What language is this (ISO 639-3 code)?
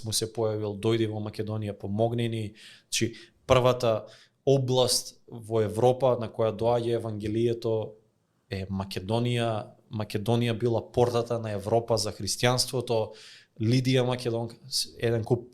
mkd